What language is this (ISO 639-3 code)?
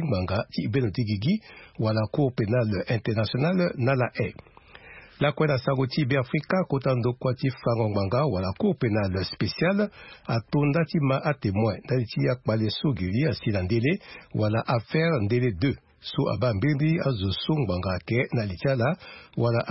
sag